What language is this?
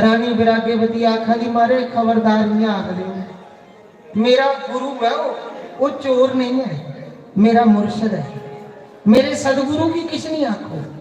Dogri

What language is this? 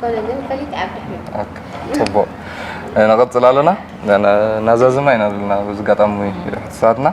Tigrinya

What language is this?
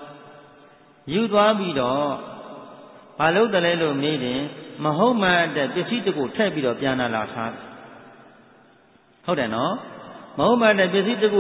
Burmese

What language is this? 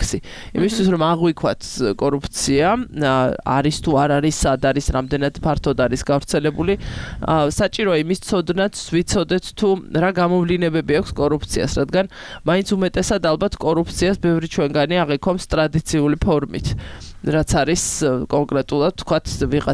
Georgian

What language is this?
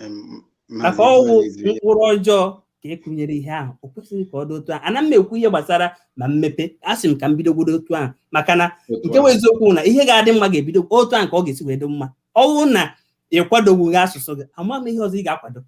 Igbo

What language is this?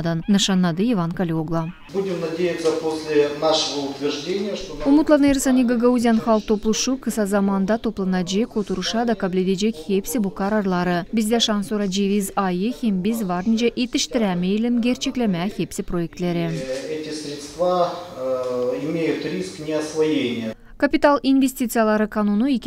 Gagauz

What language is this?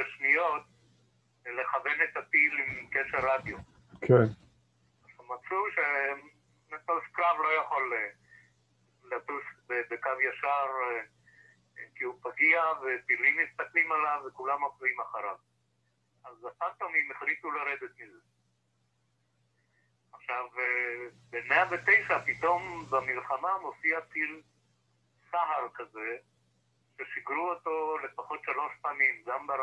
Hebrew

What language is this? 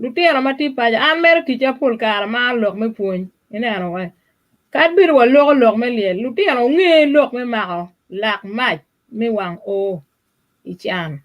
Acoli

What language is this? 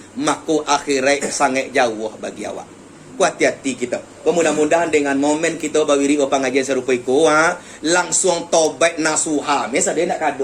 Minangkabau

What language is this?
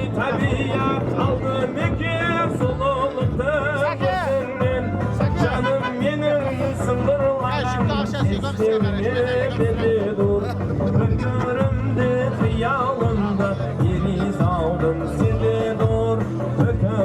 Kara-Kalpak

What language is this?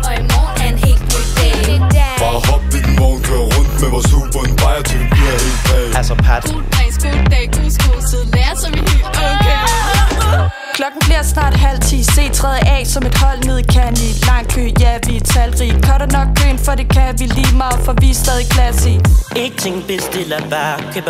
Danish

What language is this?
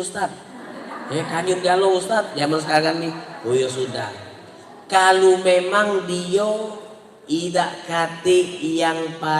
Musi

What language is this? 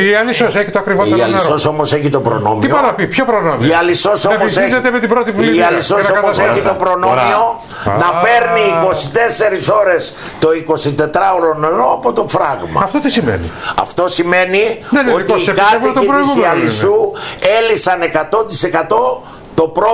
Greek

